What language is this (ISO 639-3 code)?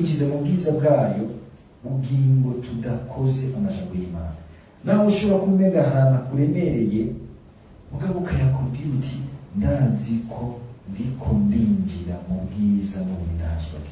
run